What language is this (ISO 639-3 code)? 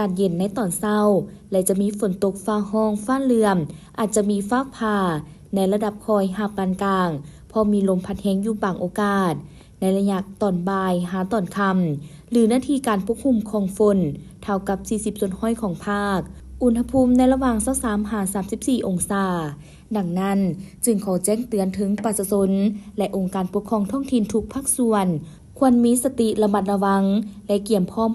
lao